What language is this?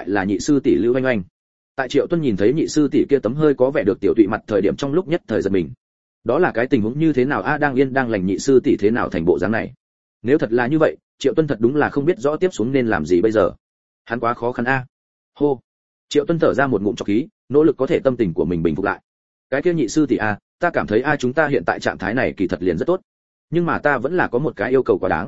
Vietnamese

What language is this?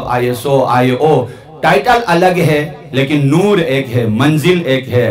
Urdu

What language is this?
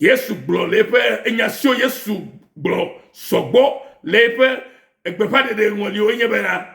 Ewe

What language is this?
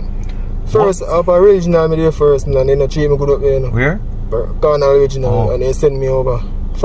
Jamaican Creole English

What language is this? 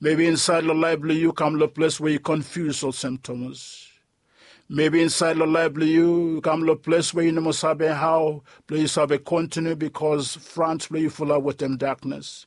Bislama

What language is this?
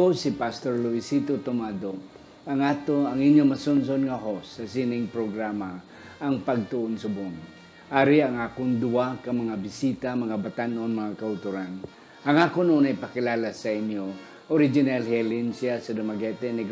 Hiligaynon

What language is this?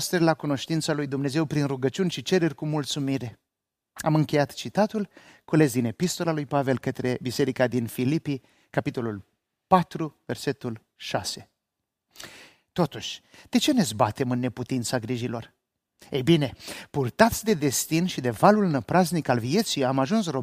Romanian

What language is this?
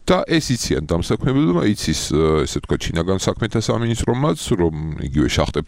Georgian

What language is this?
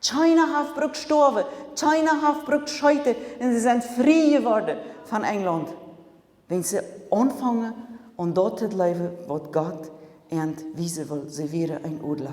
Plautdietsch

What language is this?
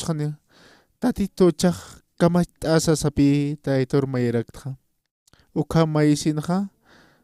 Aymara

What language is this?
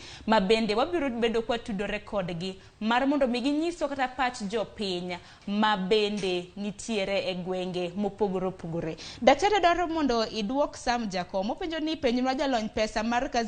Luo (Kenya and Tanzania)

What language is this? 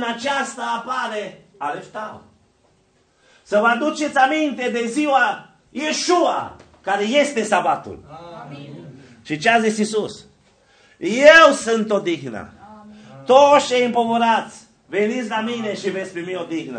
Romanian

